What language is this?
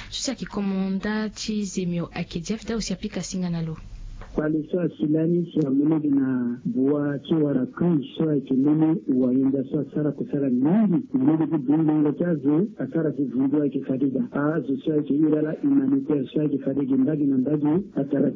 Sango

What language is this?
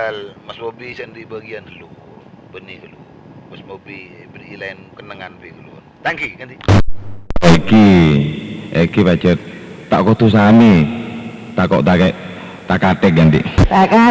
Madurese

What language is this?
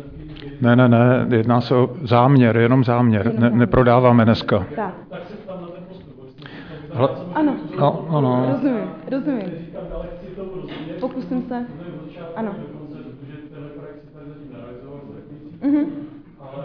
Czech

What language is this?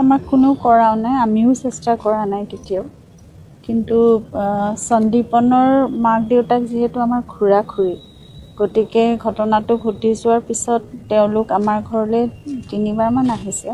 Assamese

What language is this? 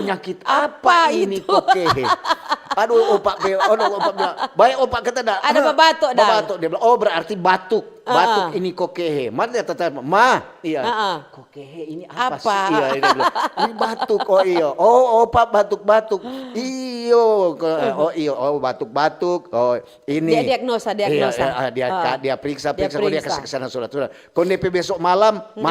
Manado Malay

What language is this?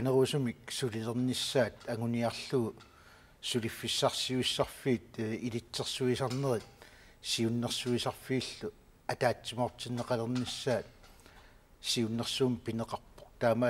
Kalaallisut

